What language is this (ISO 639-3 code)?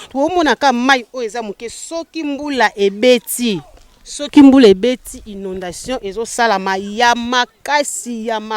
lin